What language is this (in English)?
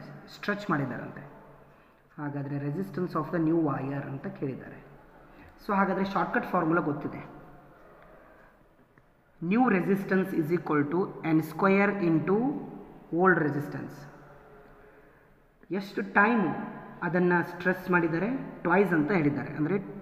Kannada